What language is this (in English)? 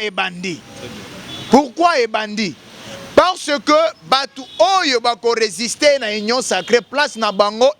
Lingala